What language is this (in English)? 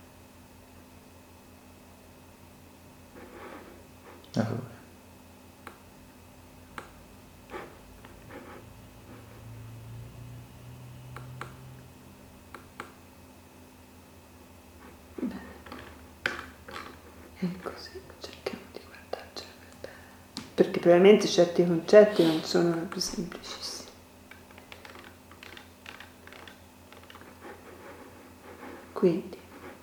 Italian